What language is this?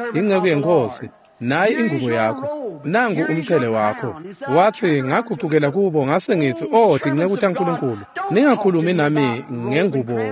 Swati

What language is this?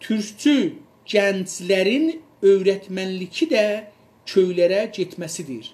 South Azerbaijani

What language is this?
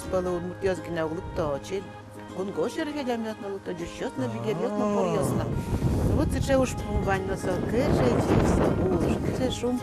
Udmurt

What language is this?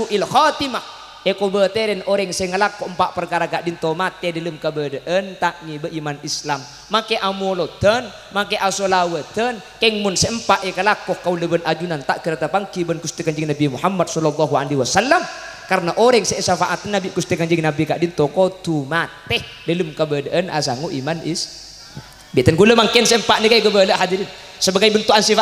Madurese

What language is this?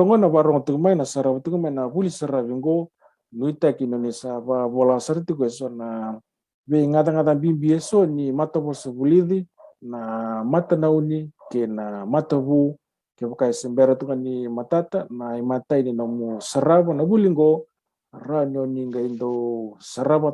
Fijian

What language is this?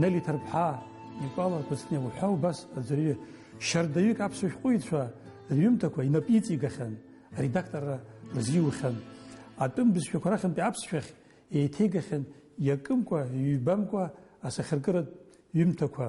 Abkhazian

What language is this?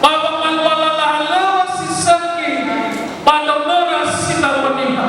Nias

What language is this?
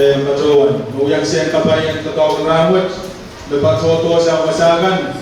Pohnpeian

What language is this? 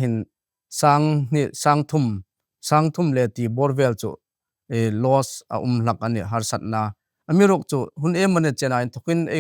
Hmar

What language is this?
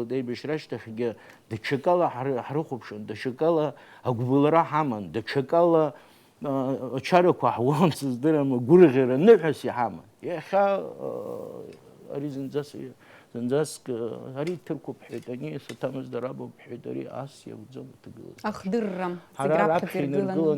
Abkhazian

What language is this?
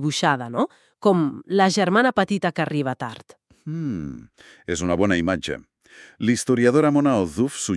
Catalan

